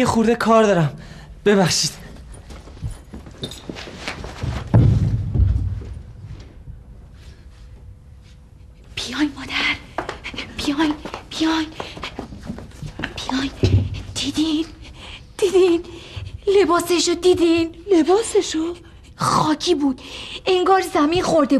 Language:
Persian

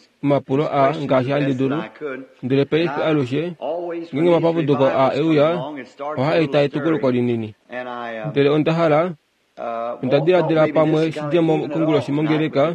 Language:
Kuanyama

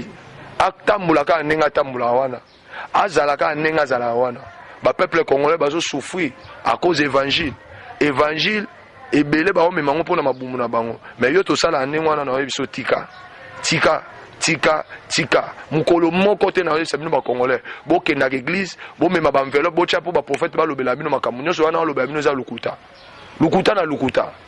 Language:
Lingala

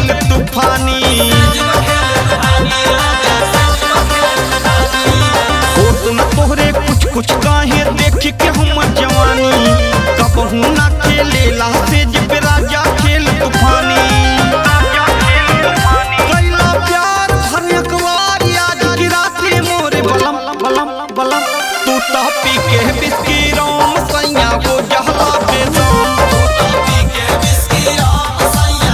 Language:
Bhojpuri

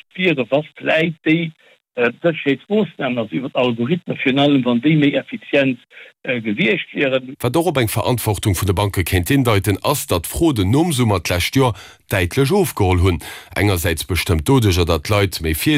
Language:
Luxembourgish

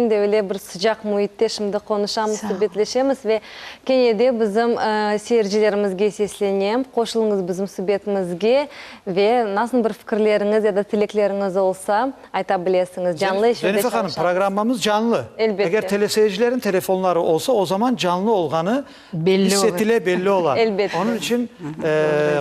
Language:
Crimean Tatar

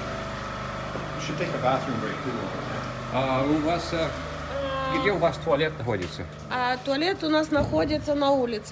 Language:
Finnish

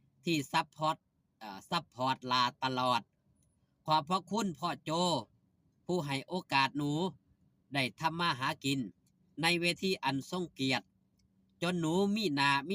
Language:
Lao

